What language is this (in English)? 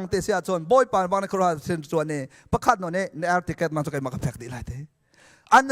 Hakha Chin